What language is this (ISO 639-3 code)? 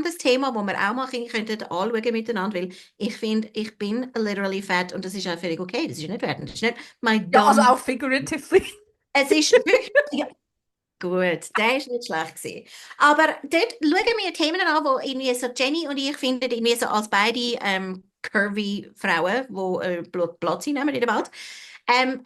gsw